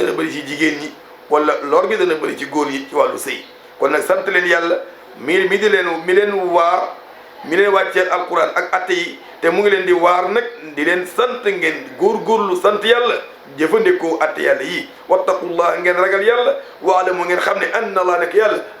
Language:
Wolof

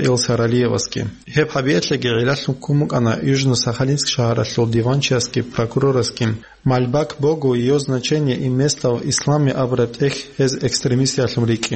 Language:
Avaric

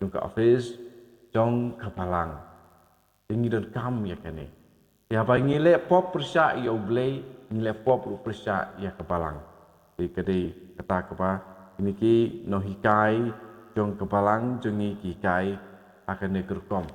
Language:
Khasi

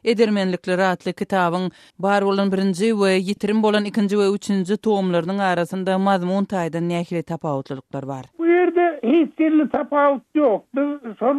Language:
Turkmen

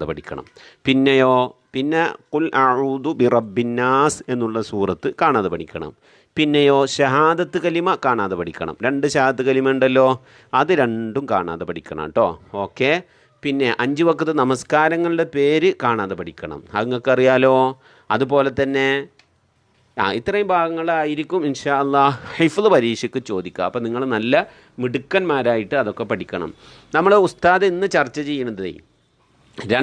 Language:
Malayalam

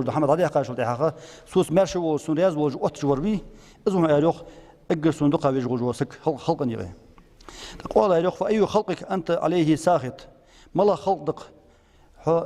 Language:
Ingush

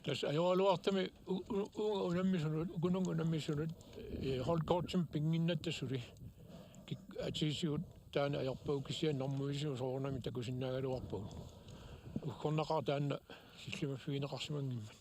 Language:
Kalaallisut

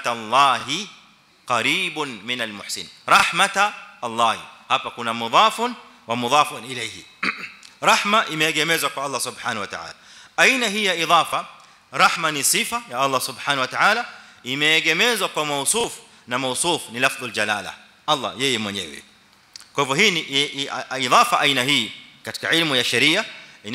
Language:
Swahili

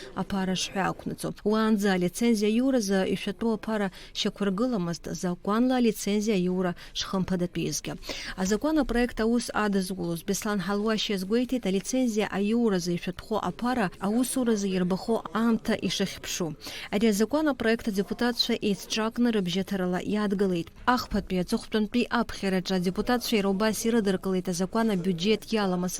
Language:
Abkhazian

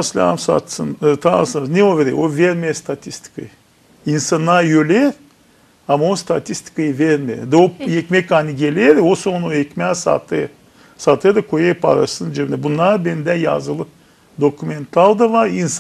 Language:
Gagauz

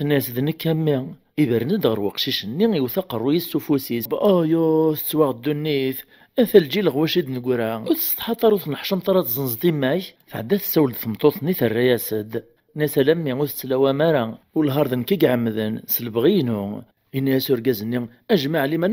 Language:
Kabyle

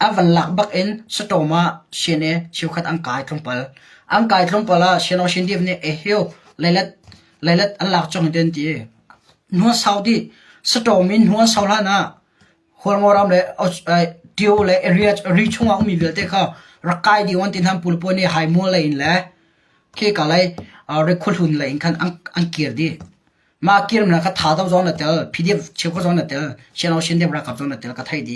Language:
Hakha Chin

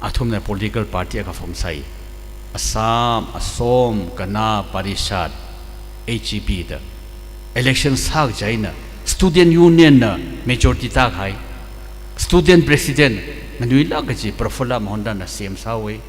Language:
Tangkhul Naga (India)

